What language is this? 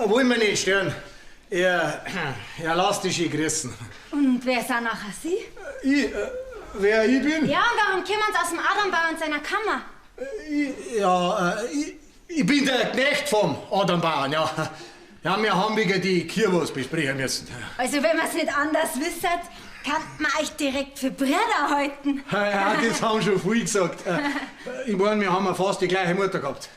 Bavarian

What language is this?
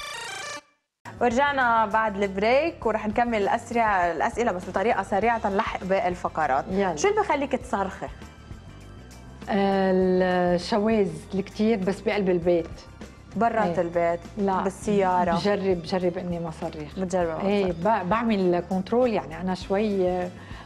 North Levantine Arabic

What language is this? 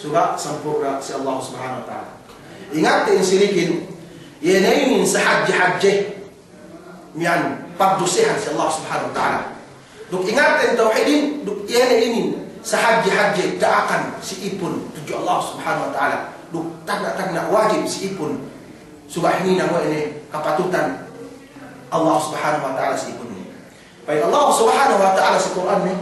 Yakan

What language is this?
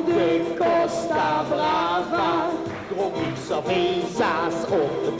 Limburgish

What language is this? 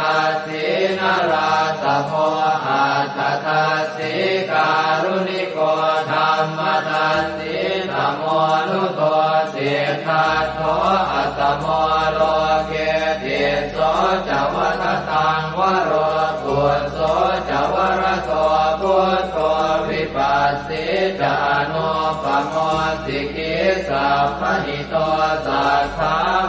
Pali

